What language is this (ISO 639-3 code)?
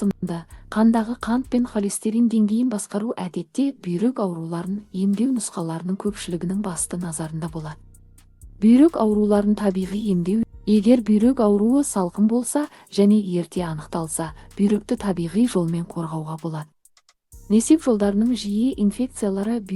kaz